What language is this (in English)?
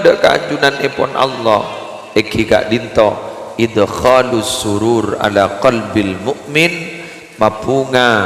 Madurese